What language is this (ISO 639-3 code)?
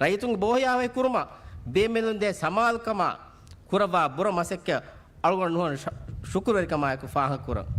div